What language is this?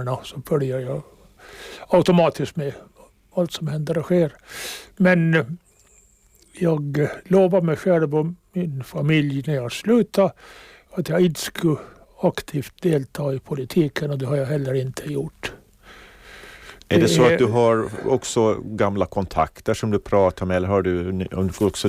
Swedish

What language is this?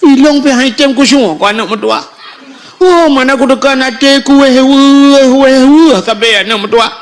Achinese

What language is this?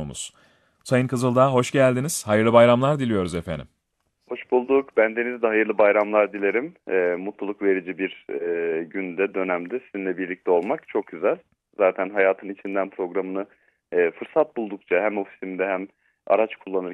Turkish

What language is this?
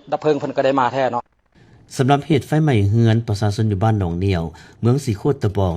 Lao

